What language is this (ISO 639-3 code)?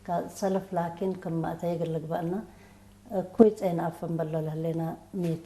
tig